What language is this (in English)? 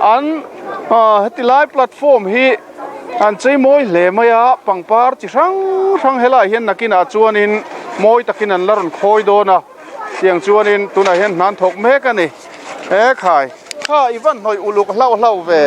Mizo